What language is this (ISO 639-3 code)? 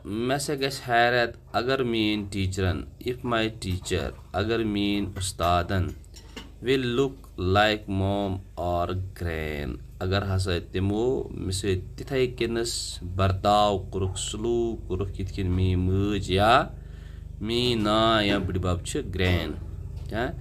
kas